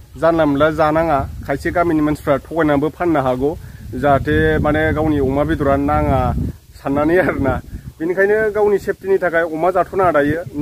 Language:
Bodo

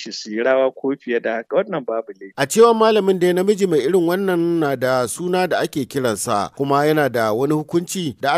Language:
Hausa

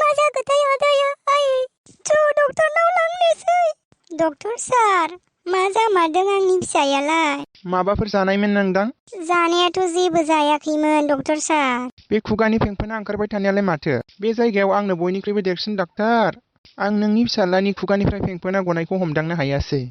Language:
Bodo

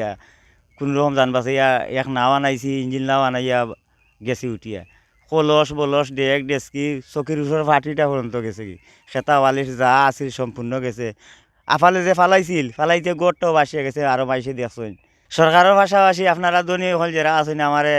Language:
Sylheti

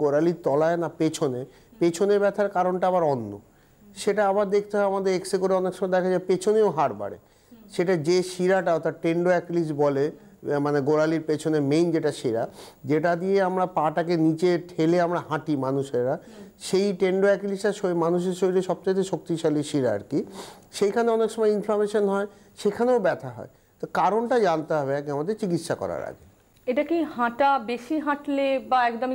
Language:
Bangla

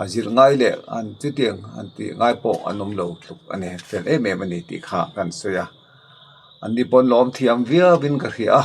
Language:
Mizo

